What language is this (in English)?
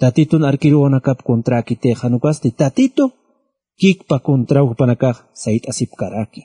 Aymara